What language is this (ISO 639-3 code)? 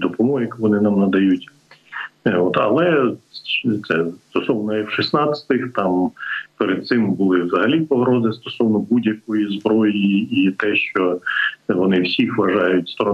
ukr